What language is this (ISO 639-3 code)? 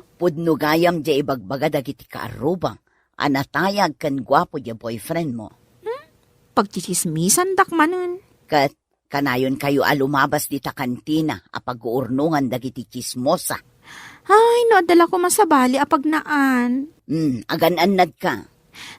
ilo